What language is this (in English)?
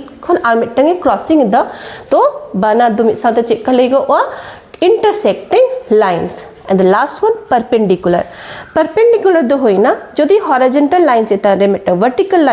Santali